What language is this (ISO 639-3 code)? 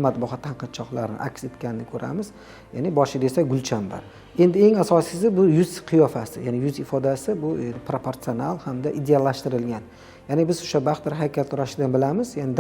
uzb